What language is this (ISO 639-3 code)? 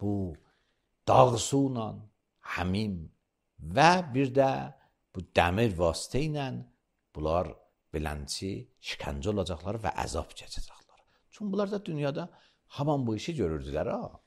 aze